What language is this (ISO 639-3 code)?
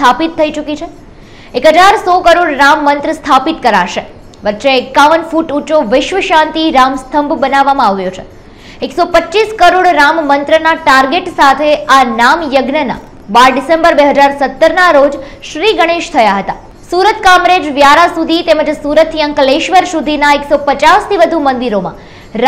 guj